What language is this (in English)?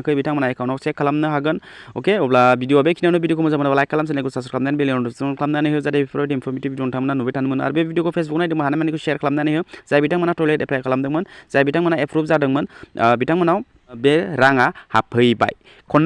Bodo